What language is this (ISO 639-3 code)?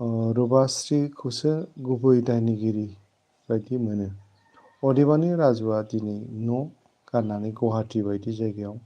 brx